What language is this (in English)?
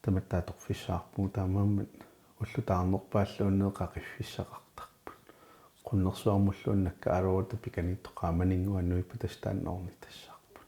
Kalaallisut